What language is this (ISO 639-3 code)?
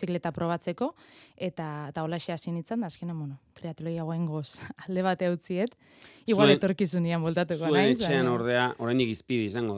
eus